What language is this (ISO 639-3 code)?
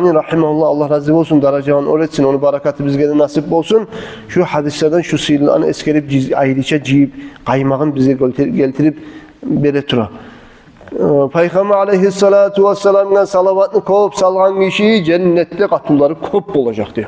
kum